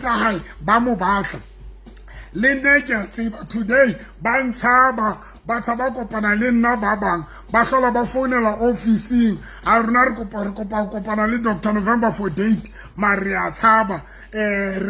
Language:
Southern Sotho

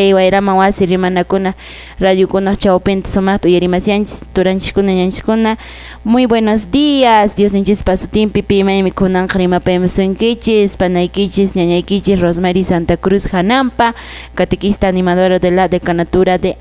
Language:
Quechua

